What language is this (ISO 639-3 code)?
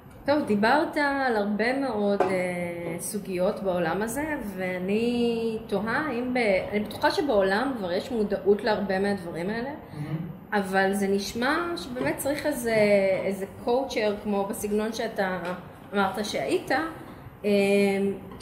heb